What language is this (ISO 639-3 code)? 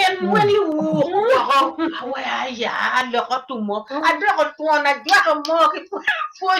ach